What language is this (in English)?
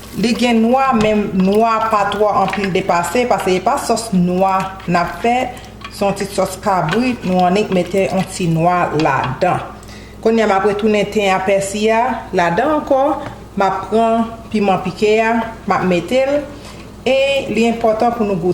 Haitian Creole